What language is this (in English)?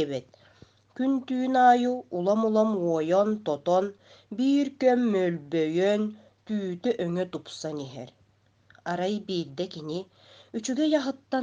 Yakut